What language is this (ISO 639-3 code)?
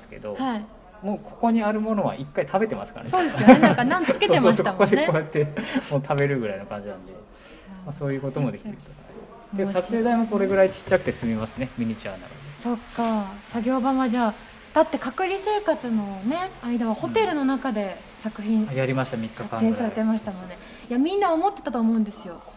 jpn